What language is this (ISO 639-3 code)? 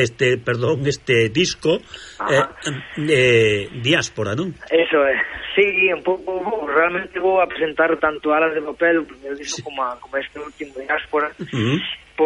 glg